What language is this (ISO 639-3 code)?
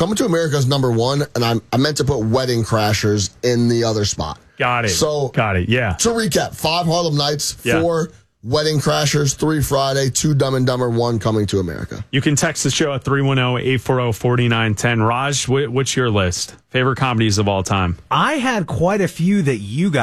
eng